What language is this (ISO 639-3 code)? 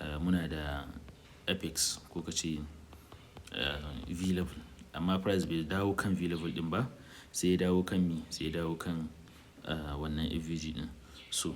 hau